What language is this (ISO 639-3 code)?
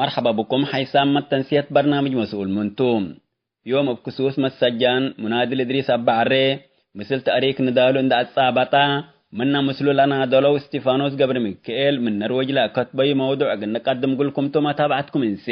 tig